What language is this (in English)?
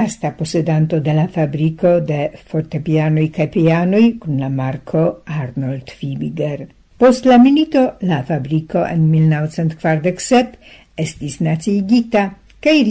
Esperanto